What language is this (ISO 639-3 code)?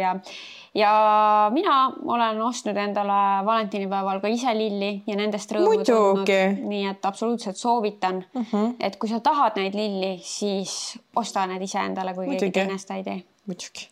est